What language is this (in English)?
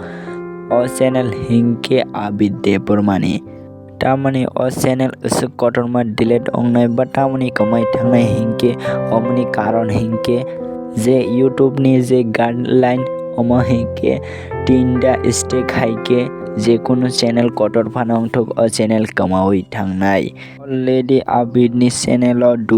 Kok Borok